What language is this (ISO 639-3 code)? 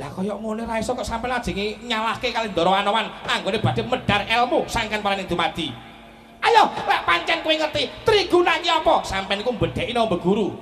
jav